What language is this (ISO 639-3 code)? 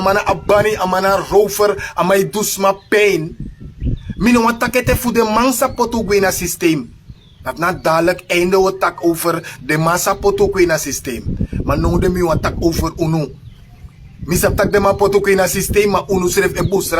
srn